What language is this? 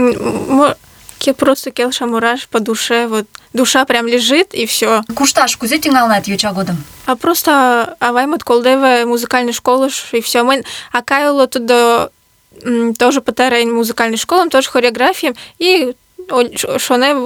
Mari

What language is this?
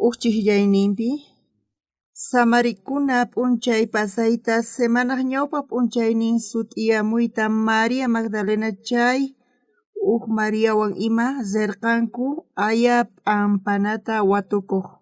South Bolivian Quechua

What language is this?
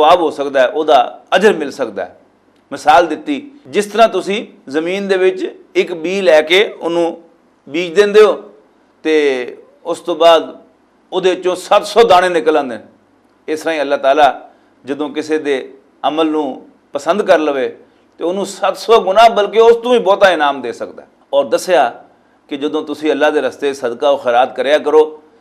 Western Panjabi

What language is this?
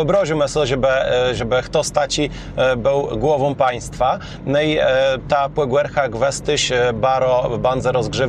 Kashubian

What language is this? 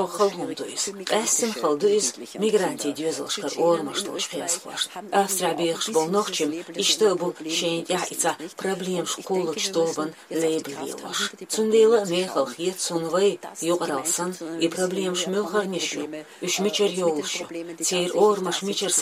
Chechen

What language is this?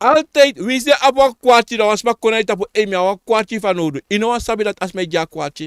Sranan Tongo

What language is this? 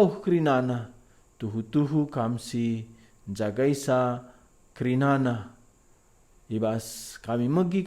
Batak Karo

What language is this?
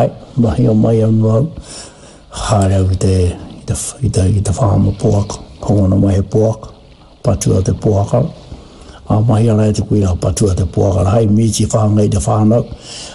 Māori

